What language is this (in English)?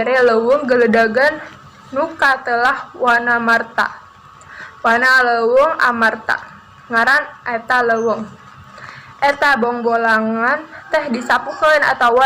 Sundanese